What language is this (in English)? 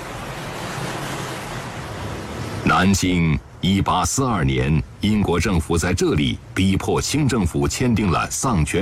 Chinese